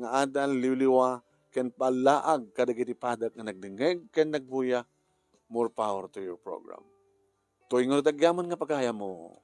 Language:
Iloko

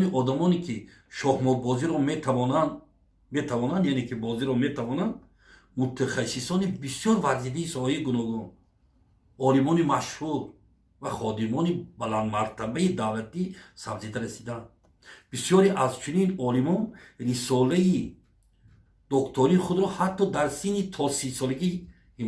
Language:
Tajik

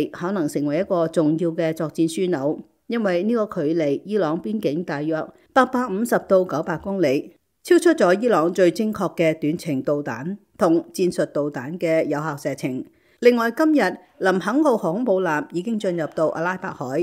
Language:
Cantonese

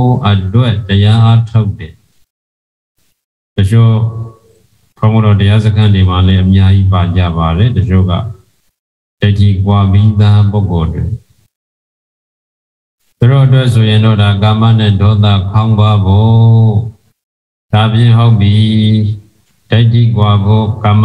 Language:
Burmese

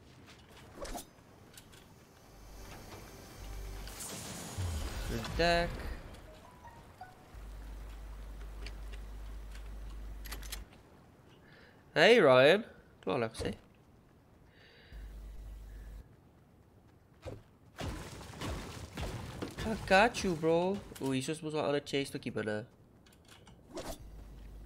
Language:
Afrikaans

